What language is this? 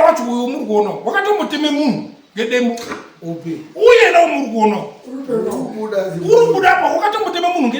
Shona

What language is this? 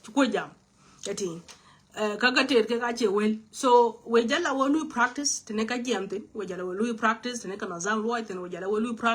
Nuer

